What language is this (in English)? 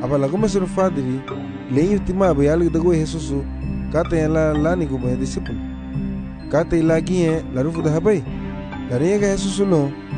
Garifuna